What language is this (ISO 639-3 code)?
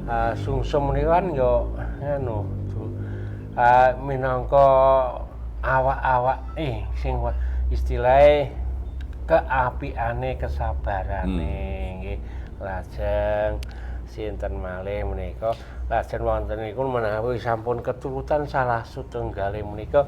jav